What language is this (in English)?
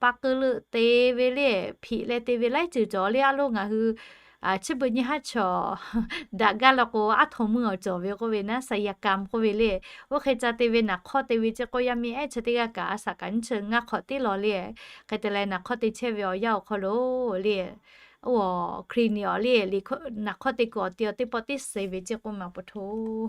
Lahu